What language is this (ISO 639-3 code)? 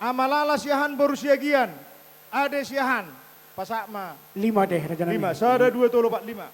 bbc